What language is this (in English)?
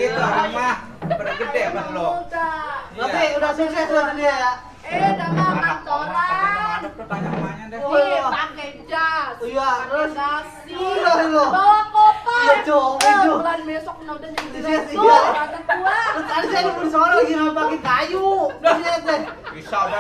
Betawi